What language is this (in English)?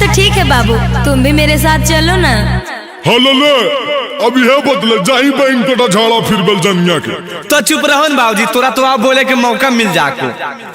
Magahi